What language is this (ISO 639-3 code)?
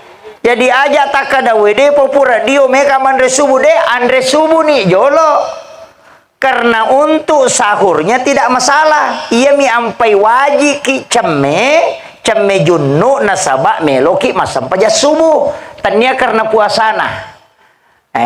bug